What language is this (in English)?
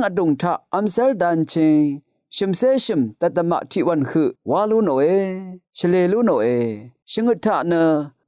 Rawang